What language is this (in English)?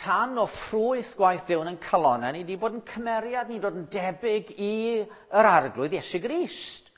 Welsh